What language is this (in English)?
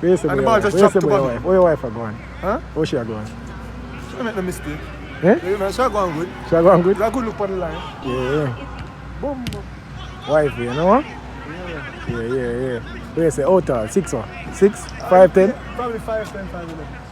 Jamaican Creole English